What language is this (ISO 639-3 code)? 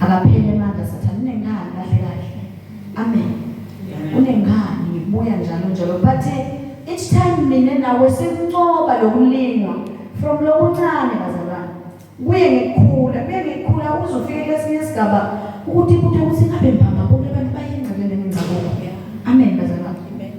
zul